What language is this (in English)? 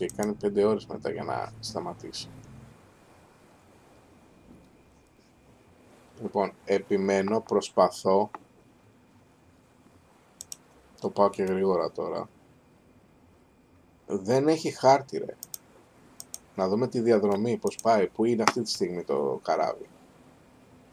Greek